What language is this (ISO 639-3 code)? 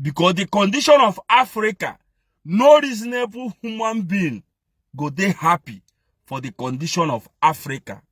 pcm